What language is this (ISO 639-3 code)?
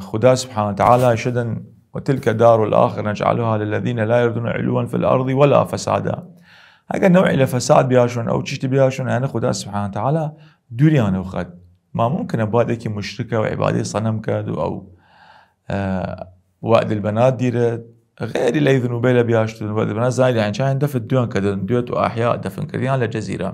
sdh